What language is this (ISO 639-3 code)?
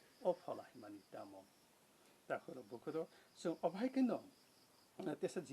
trp